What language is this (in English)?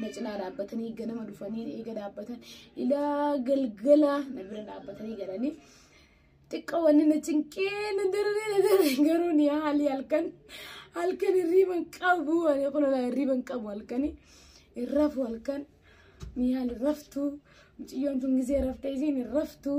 Oromo